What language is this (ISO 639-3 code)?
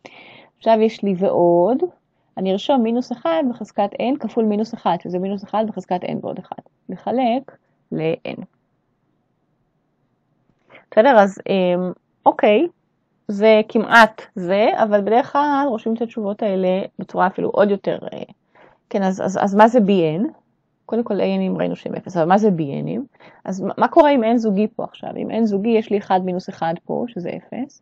heb